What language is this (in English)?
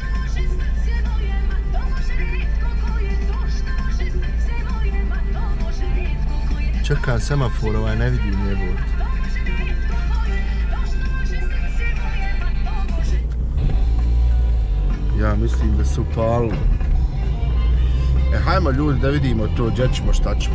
Croatian